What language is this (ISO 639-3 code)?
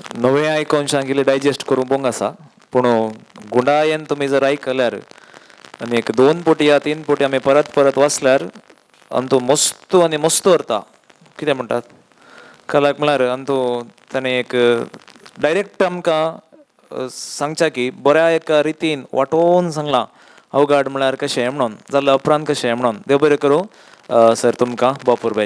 kok